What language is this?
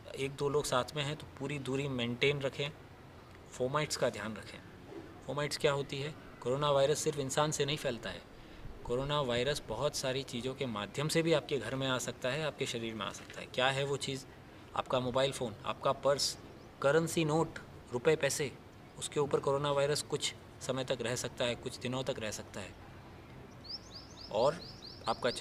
Hindi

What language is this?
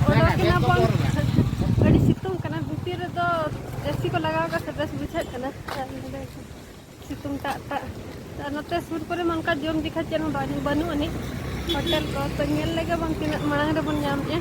Santali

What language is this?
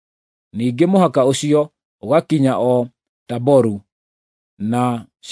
Kikuyu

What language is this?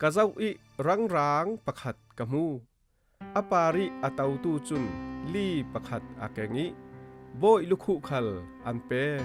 Falam Chin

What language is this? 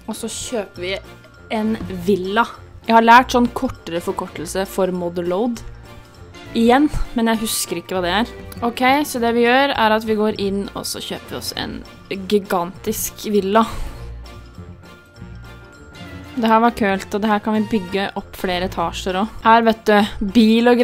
Norwegian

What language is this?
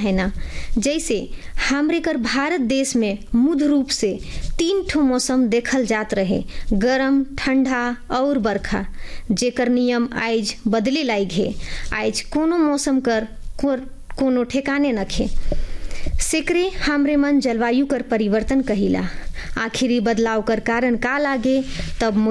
Sadri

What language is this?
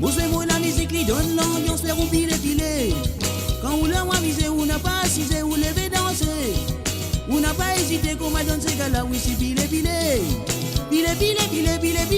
Morisyen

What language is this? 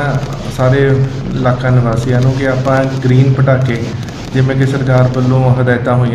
Punjabi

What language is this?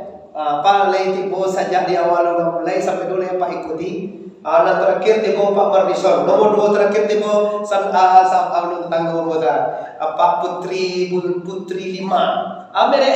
Minangkabau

